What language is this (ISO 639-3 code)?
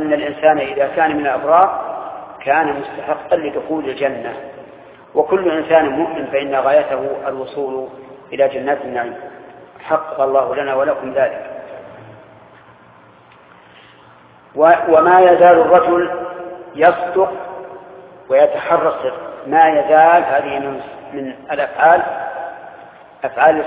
ara